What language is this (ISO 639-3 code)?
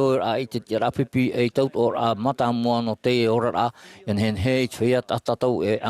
tah